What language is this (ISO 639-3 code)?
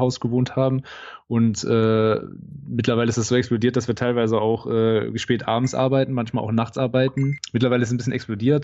deu